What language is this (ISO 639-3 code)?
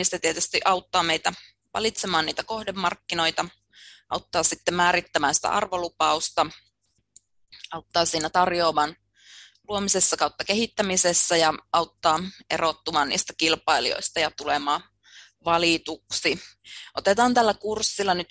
fin